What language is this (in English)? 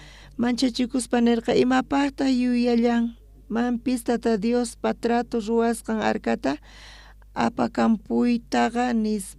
South Bolivian Quechua